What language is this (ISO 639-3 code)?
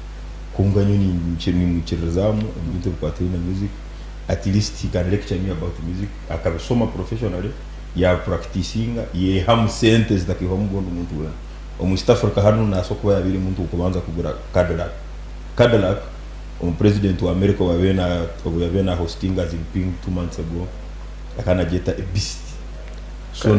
nyn